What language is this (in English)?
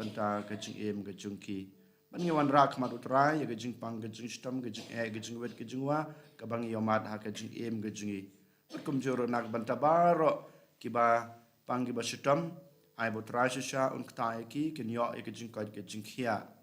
Khasi